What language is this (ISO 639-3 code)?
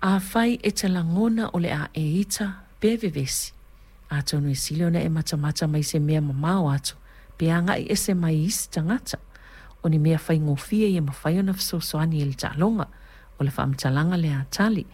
smo